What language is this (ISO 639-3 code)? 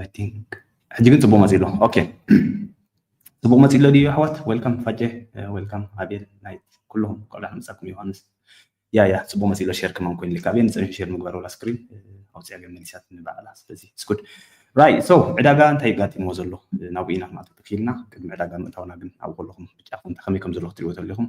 tir